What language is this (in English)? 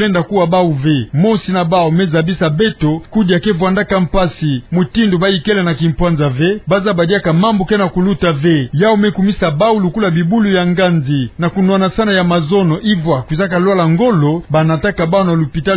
Kituba (Democratic Republic of Congo)